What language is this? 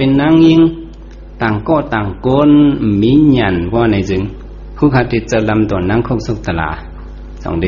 Shan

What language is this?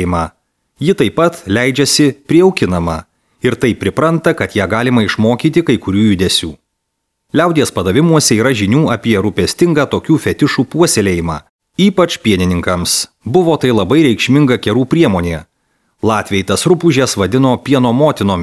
Lithuanian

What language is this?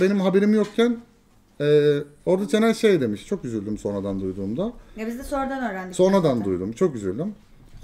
Turkish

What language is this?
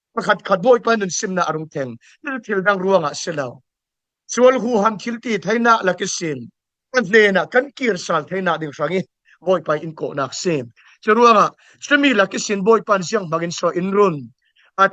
Falam Chin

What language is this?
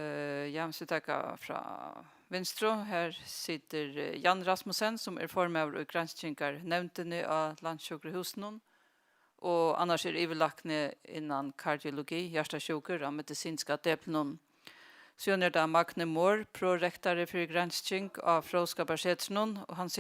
Faroese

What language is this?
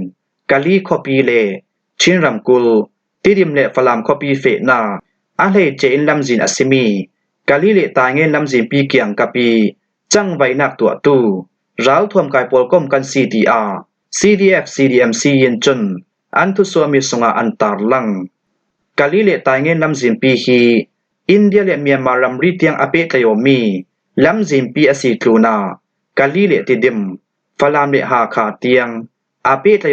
Falam Chin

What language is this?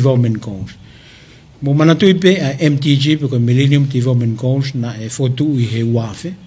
Tongan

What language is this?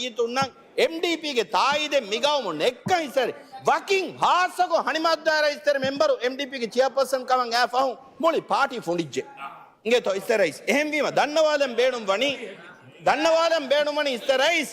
Divehi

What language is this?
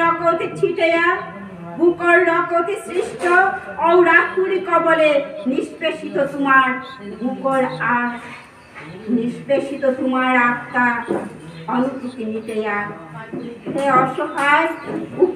Bishnupriya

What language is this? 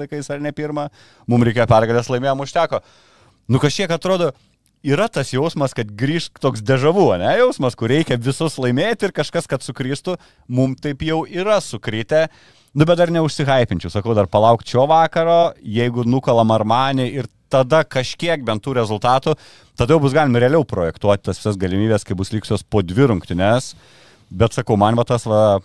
Lithuanian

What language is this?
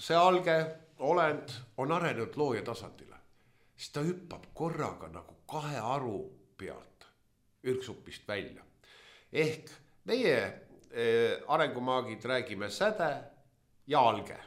Estonian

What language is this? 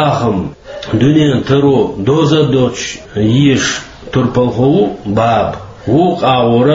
Chechen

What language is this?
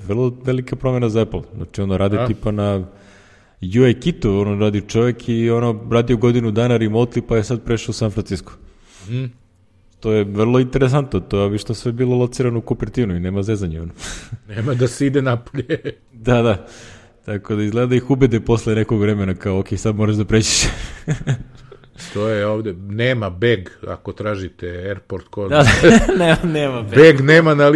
Serbian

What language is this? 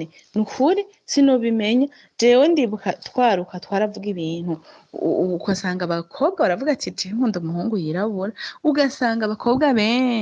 Rundi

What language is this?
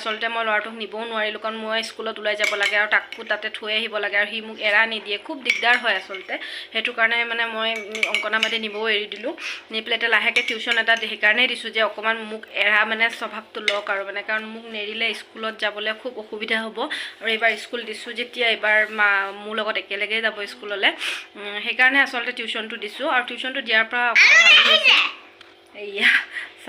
Assamese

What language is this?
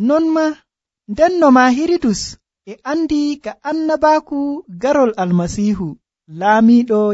Nigerian Fulfulde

